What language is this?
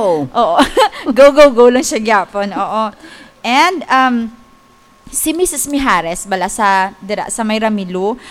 Hiligaynon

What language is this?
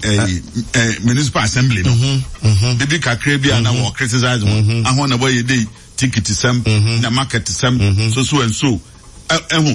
Akan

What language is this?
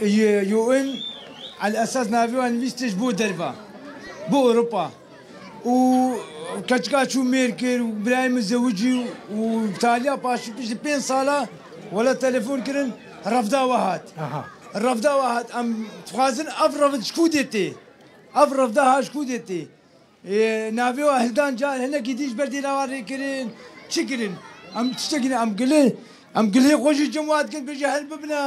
Kurdish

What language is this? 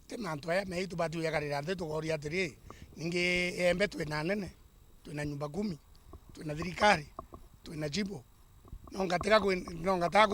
Meru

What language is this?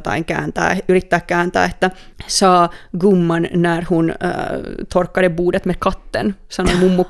Finnish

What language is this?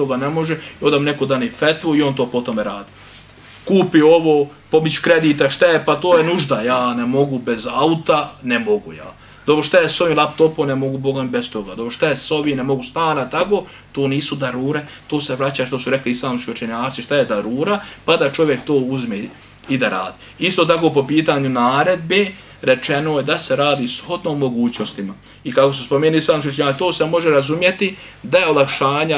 Bosnian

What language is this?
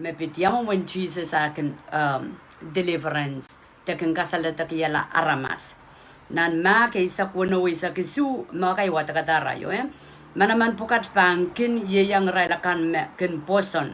Pohnpeian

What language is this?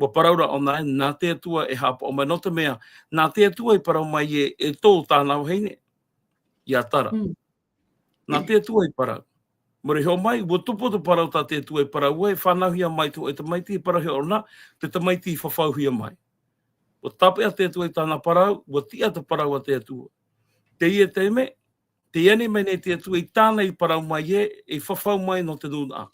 Tahitian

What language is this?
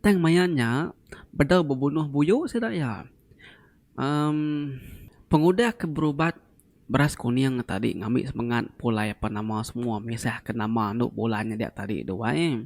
Iban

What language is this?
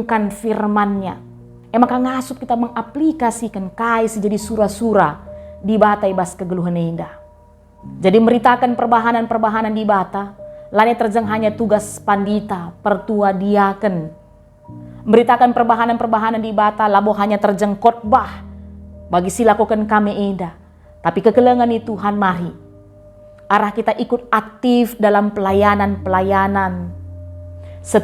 Batak Karo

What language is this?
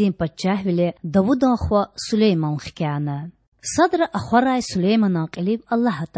Lezghian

